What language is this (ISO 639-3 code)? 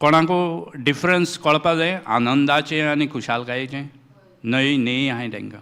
kok